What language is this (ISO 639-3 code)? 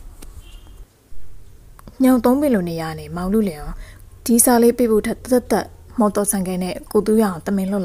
mya